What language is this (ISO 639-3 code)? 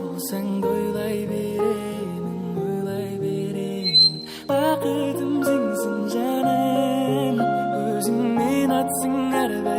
kaa